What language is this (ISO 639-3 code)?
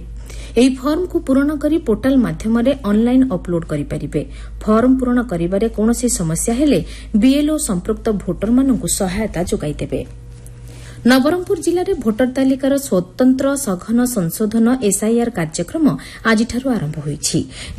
ori